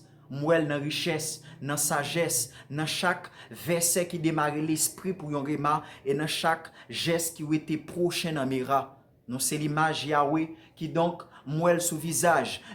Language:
Haitian Creole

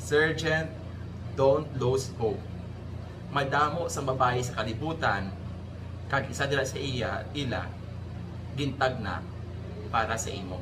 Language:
Hiligaynon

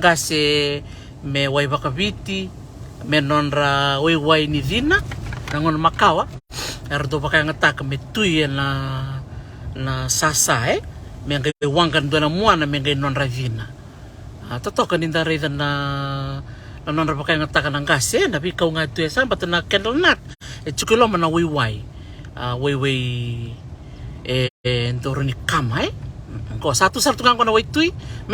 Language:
Fijian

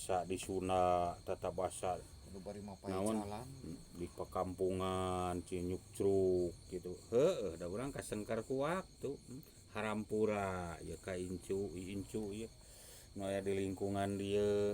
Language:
Sundanese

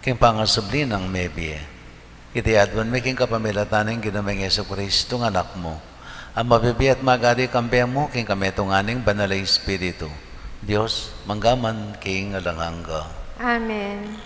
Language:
Pampanga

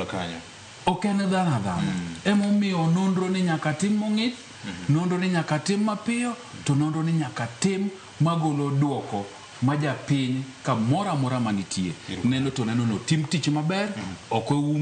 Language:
Luo (Kenya and Tanzania)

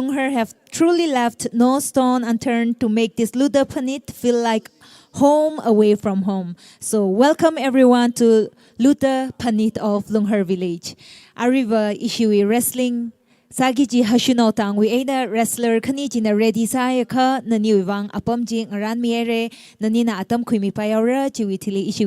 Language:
Tangkhul Naga (India)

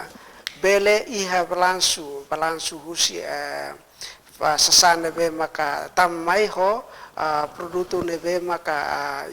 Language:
Tetum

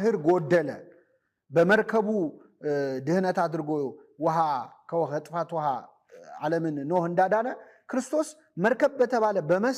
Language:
Amharic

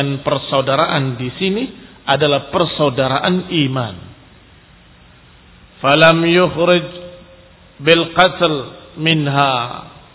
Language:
Indonesian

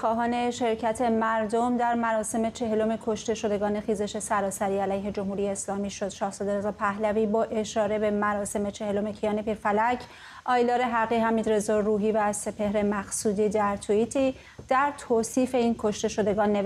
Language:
Persian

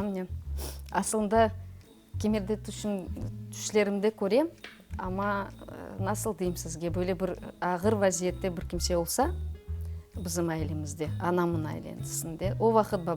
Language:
Crimean Tatar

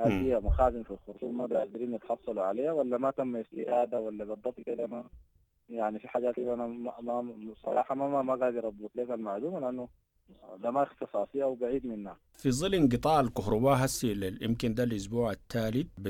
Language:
Sudanese Arabic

